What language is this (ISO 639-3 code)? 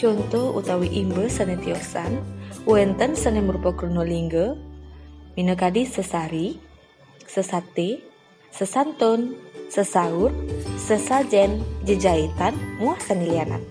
ban